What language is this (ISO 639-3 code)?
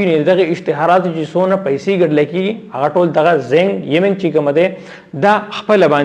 pus